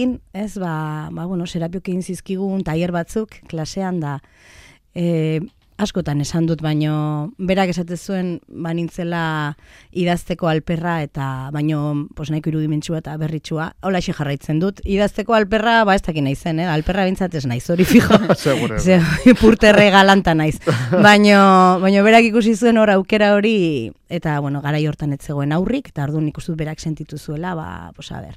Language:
Basque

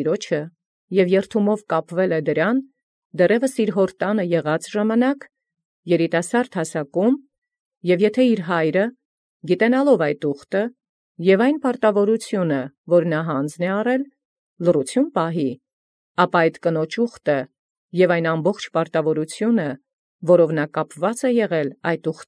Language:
Armenian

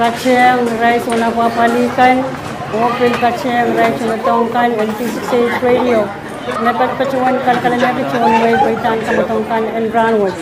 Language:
Pohnpeian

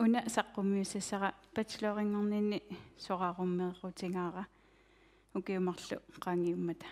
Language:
Kalaallisut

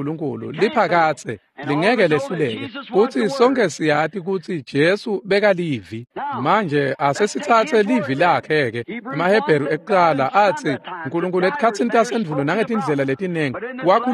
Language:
Swati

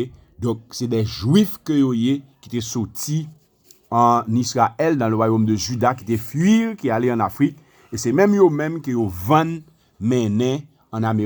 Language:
Haitian Creole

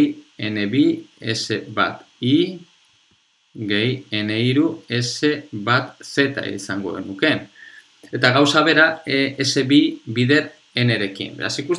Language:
Basque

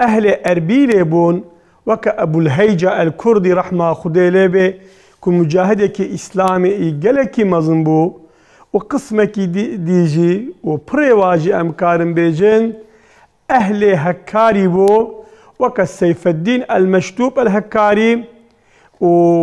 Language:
Kurdish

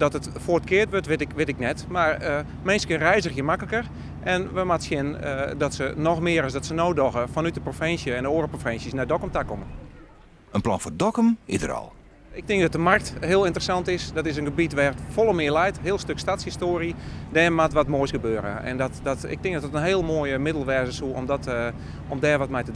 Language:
Western Frisian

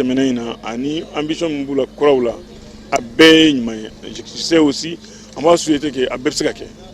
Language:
Bambara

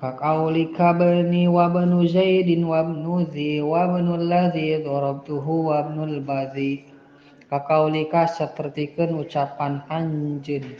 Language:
Sundanese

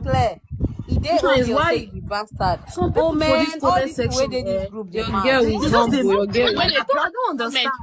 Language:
Nigerian Pidgin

